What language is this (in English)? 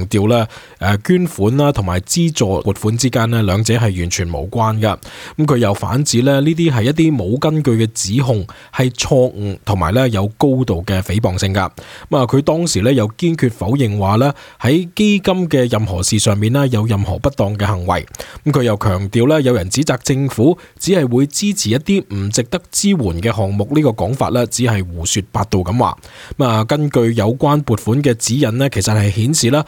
Cantonese